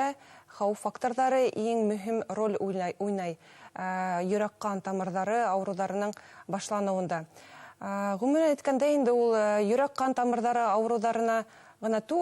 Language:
Bashkir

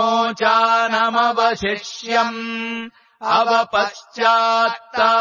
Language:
Sanskrit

